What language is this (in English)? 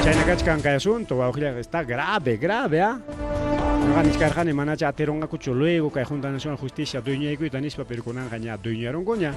Ayacucho Quechua